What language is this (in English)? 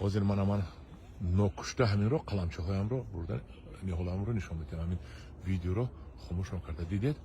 Tajik